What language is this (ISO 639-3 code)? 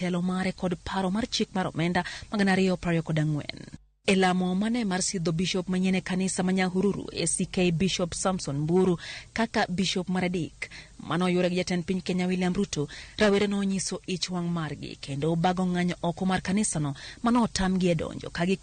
luo